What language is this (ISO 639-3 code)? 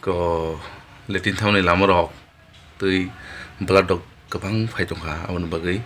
trp